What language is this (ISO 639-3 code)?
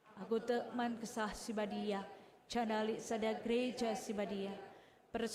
btx